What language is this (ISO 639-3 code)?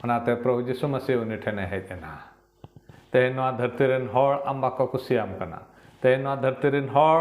sat